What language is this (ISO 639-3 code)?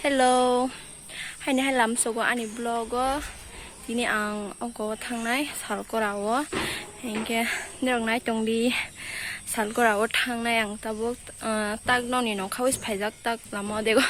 trp